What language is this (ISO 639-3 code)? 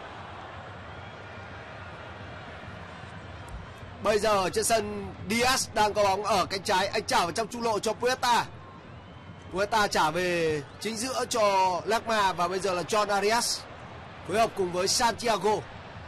vie